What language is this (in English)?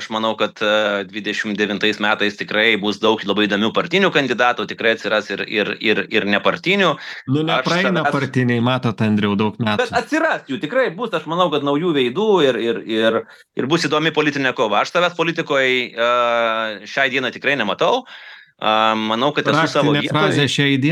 Lithuanian